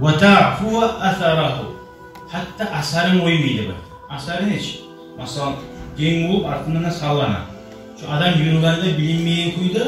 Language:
Kumyk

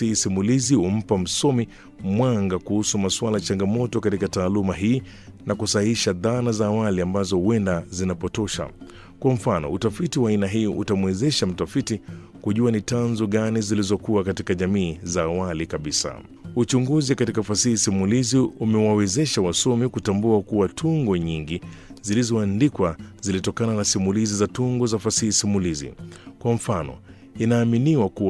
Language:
Swahili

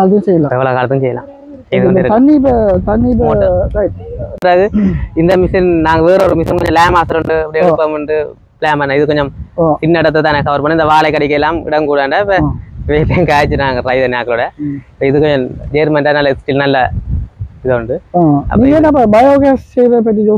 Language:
Tamil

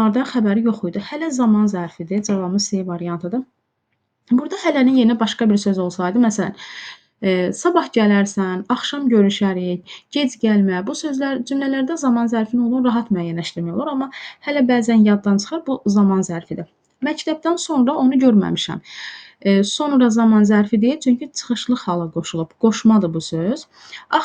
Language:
Azerbaijani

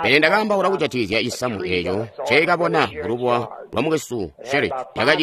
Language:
Tonga (Zambia)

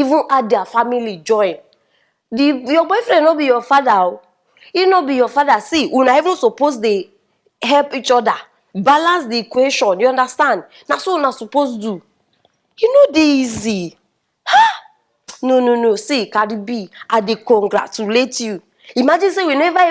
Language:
Nigerian Pidgin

